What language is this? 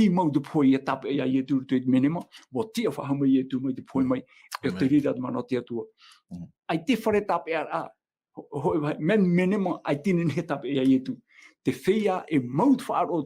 Tahitian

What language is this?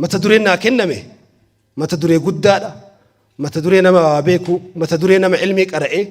Oromo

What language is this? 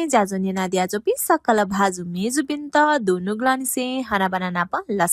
Newari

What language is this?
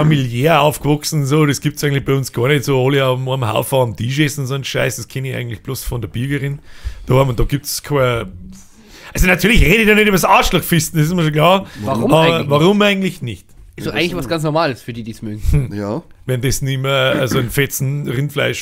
Bavarian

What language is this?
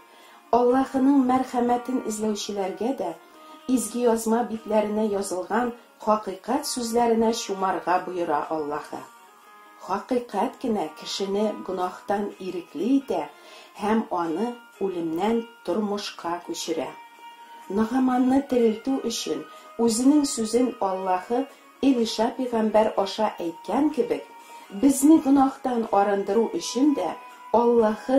Tatar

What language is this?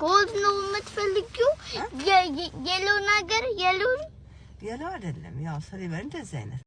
Amharic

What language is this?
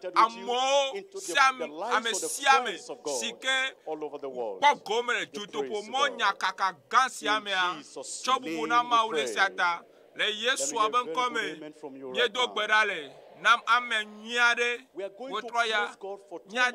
Ewe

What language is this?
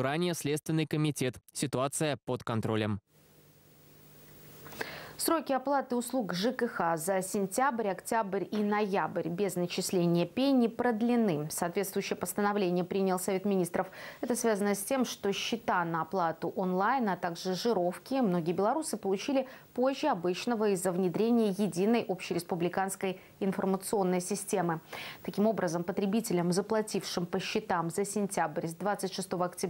Russian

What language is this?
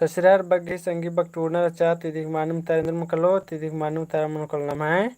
Kurukh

